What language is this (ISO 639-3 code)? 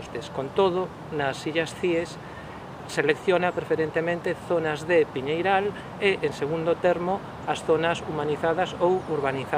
glg